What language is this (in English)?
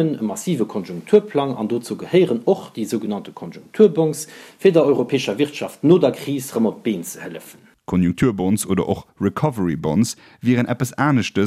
Luxembourgish